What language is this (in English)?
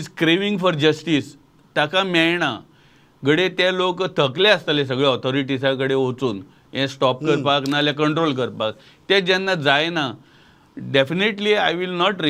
Konkani